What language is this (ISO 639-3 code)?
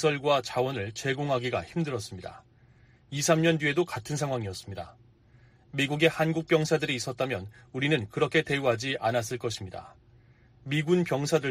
kor